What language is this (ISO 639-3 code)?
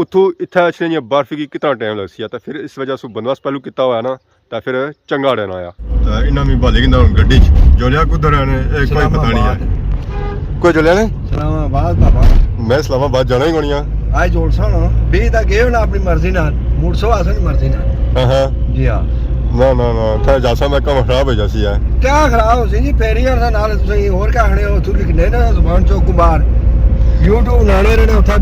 phr